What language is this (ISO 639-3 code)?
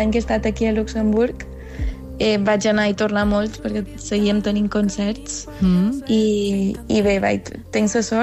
cat